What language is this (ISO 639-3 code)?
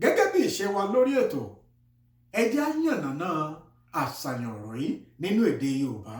yor